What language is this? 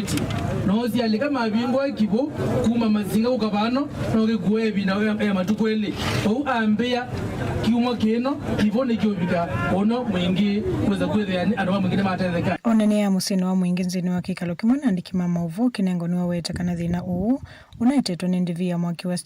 Kamba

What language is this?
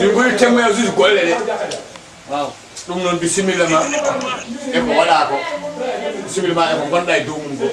Fula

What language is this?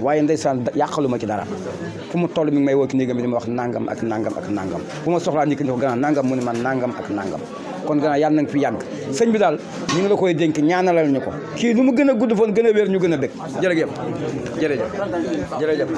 Wolof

